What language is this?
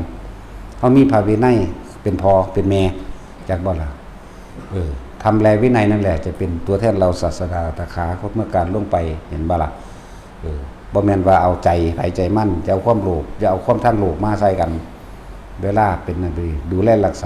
Northeastern Thai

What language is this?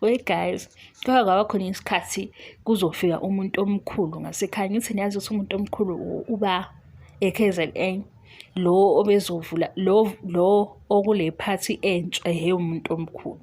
Zulu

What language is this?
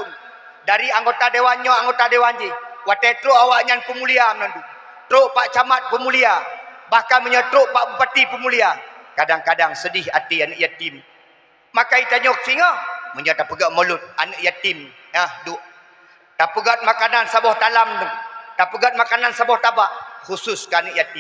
Achinese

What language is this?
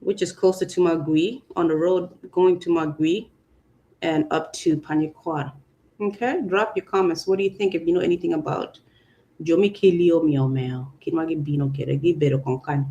Acoli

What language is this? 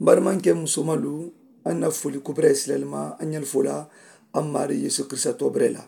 Mandingo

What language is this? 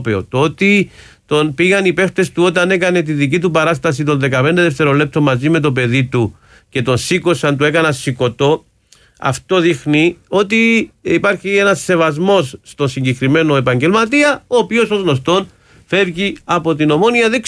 Greek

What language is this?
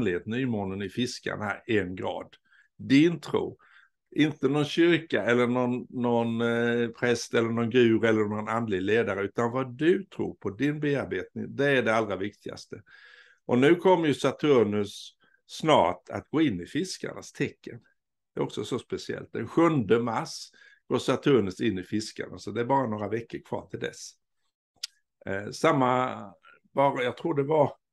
Swedish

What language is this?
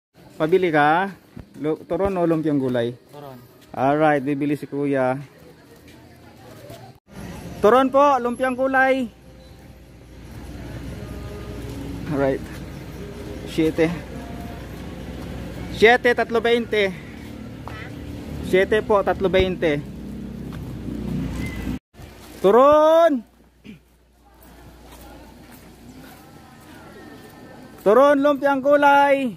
Filipino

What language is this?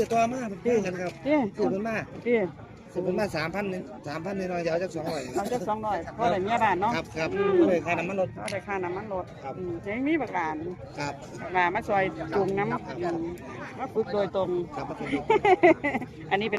Northeastern Thai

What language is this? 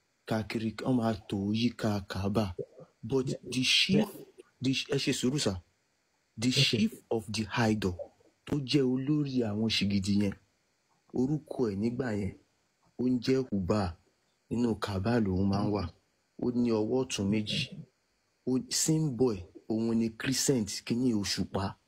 Yoruba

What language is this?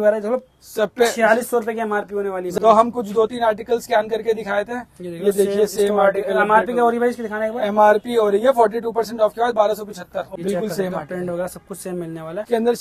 Hindi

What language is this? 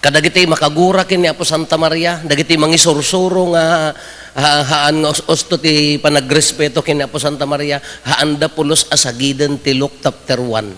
Iloko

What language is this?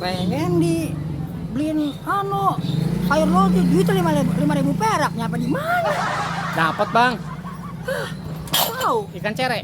Betawi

